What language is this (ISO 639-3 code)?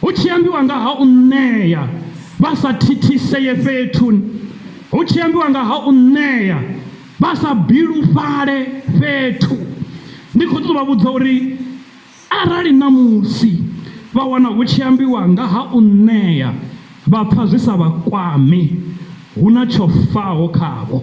ven